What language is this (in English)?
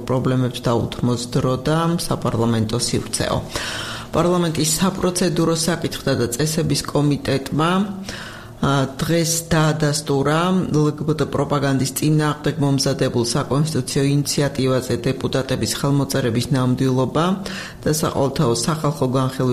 Georgian